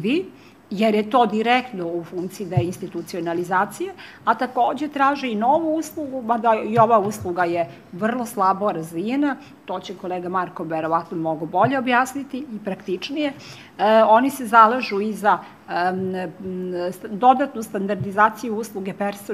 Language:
Serbian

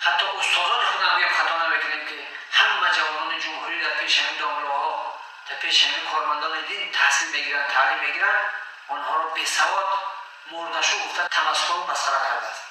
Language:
Tajik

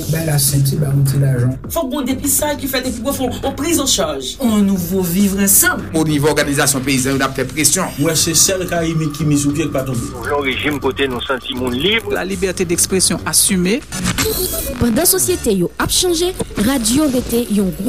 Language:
Haitian Creole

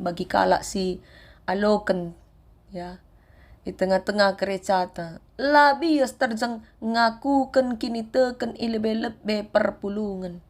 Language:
Batak Karo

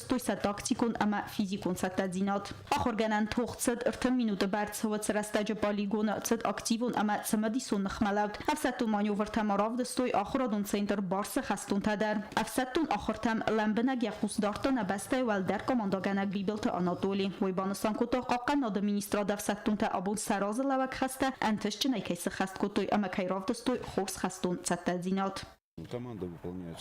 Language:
Ossetic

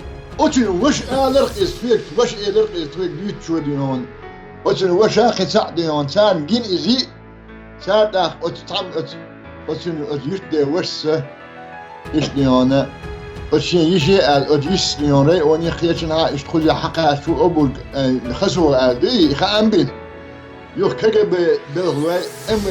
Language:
Chechen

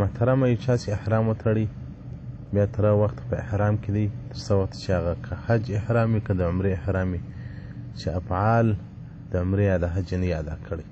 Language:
Pashto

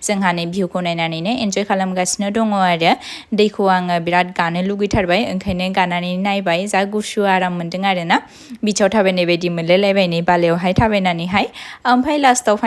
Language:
Bodo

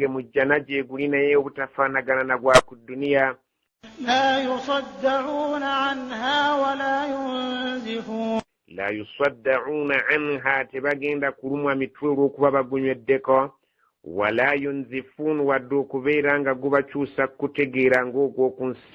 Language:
Ganda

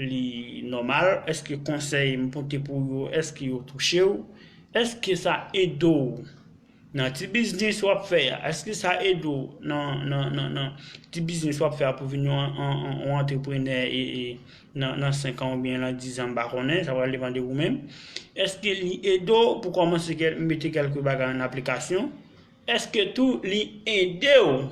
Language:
Haitian Creole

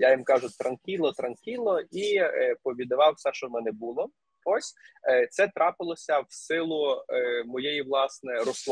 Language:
Ukrainian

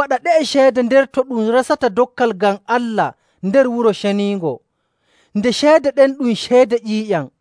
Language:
Nigerian Fulfulde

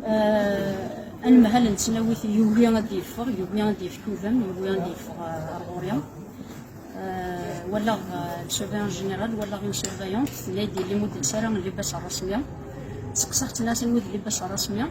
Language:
Kabyle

